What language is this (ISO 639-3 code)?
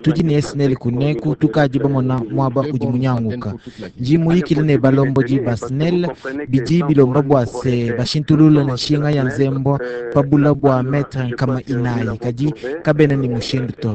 lua